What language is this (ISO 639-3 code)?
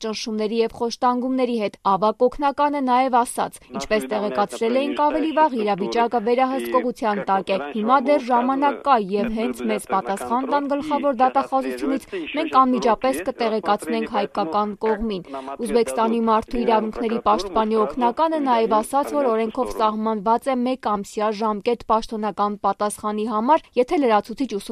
hye